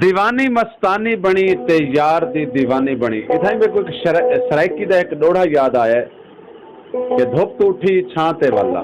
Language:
Saraiki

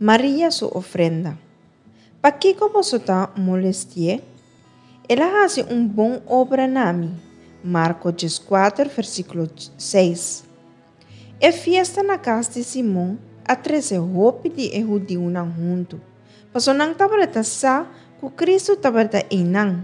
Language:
Papiamento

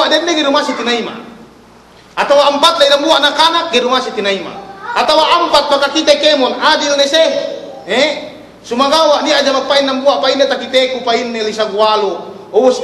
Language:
Yakan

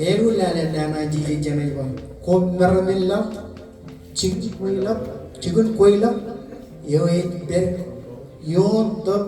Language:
Marshallese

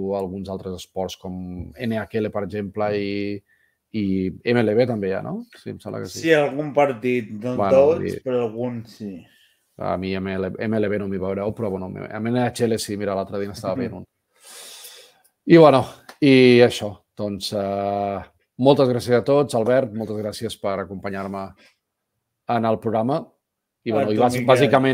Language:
Catalan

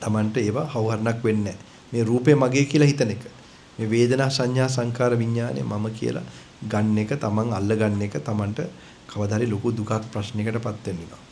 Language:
Sinhala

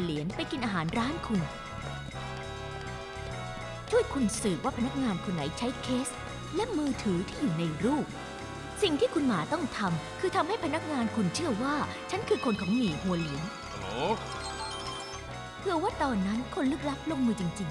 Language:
Thai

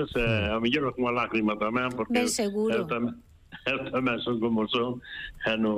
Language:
Galician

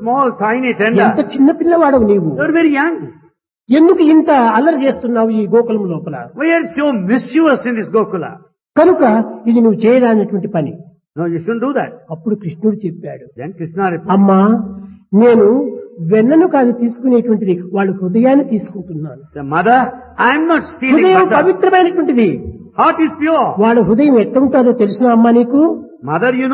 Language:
Telugu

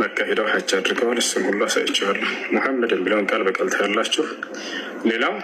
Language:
Amharic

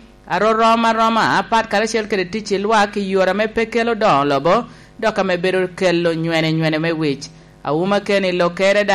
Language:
Lango (Uganda)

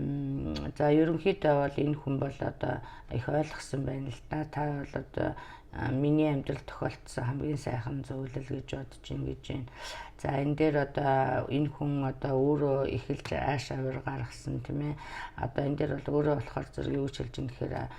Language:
Mongolian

